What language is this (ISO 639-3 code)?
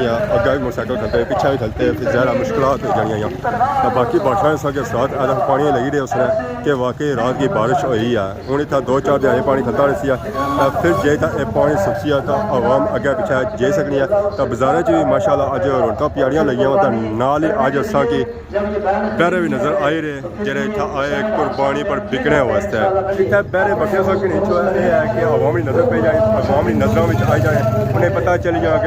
phr